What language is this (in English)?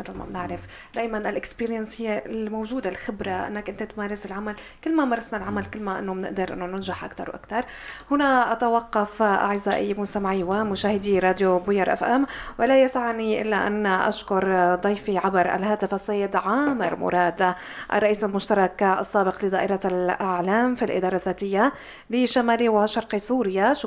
North Levantine Arabic